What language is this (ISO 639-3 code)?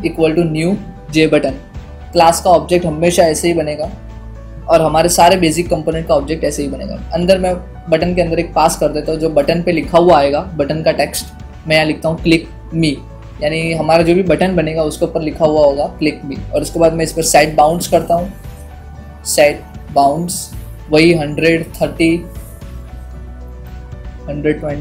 hin